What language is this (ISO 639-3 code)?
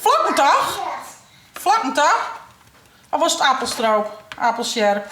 fry